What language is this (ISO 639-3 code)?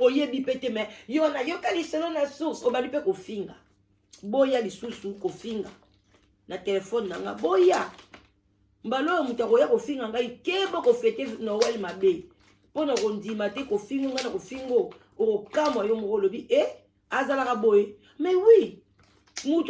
lin